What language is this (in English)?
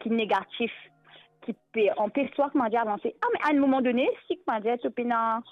Morisyen